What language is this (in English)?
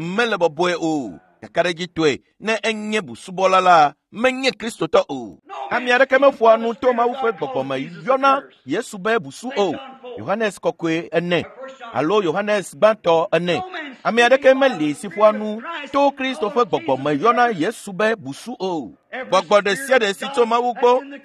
Ewe